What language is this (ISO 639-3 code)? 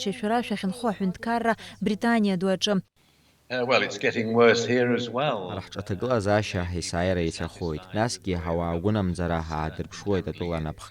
abk